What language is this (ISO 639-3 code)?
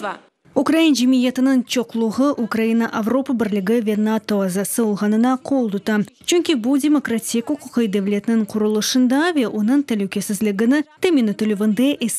crh